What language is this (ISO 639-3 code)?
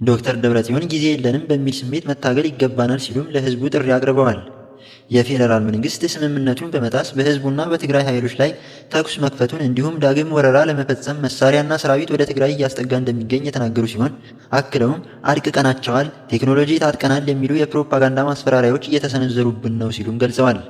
amh